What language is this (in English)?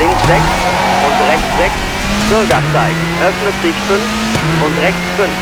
Bavarian